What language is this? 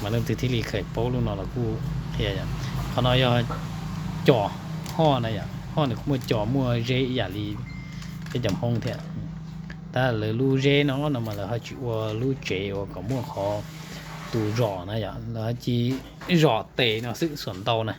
Hmong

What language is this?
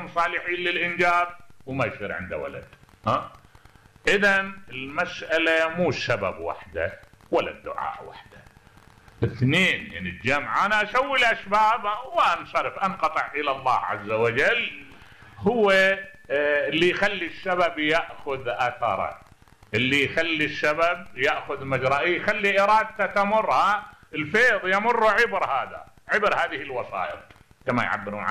Mesopotamian Arabic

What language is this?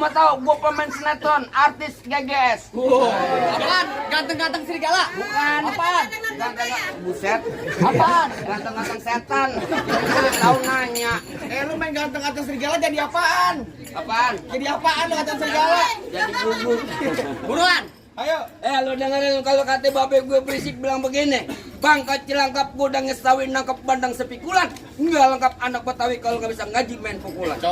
Betawi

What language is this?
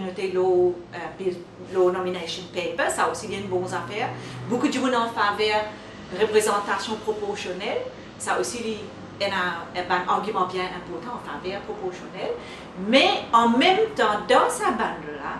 Morisyen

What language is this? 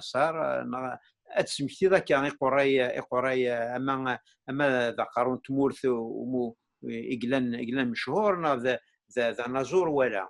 Kabyle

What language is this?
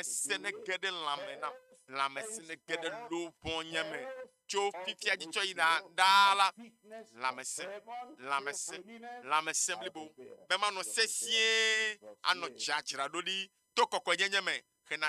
Ewe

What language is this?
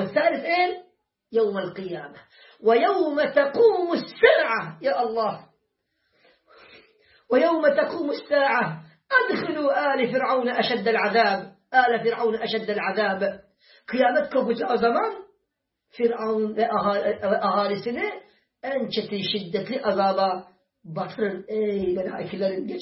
Turkish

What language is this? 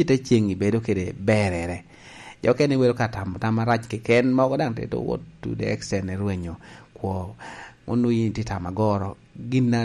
Lango (Uganda)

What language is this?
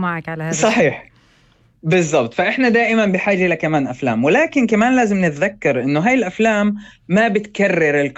North Levantine Arabic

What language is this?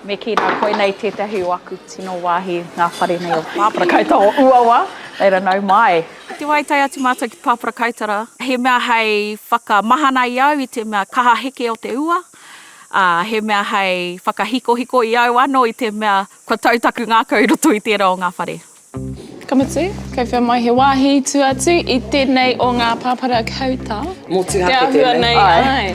Māori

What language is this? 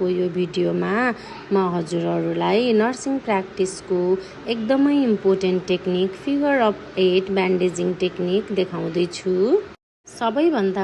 Nepali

